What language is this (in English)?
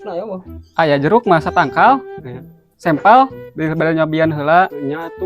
Sundanese